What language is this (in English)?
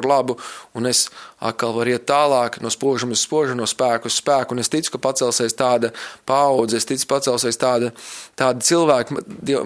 Latvian